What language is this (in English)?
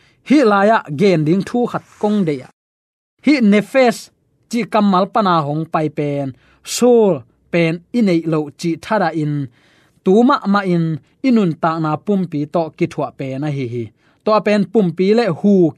Tedim Chin